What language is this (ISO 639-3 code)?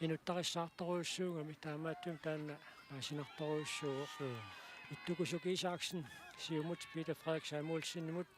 kal